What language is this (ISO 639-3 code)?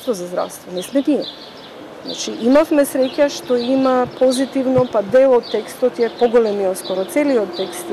mkd